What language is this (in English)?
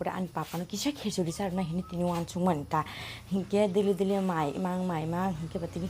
Kok Borok